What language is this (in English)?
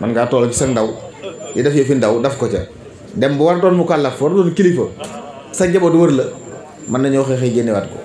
Wolof